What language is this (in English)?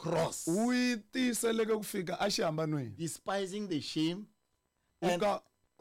Tsonga